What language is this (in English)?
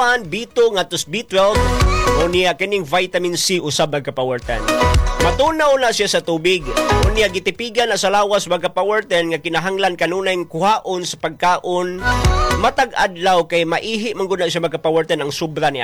Cebuano